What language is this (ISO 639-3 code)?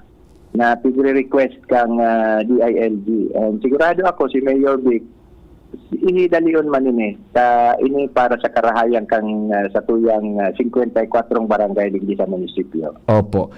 bik